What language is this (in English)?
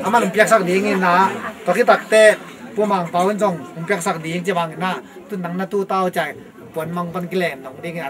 Tedim Chin